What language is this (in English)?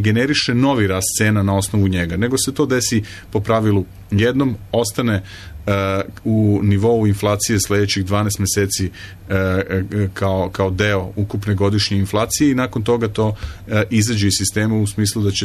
Serbian